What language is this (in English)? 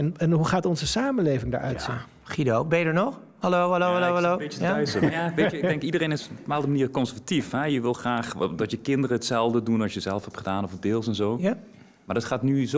Dutch